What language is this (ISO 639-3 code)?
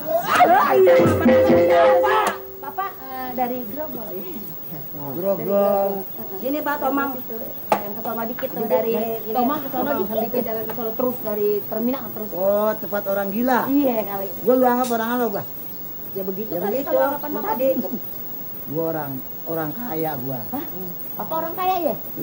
bew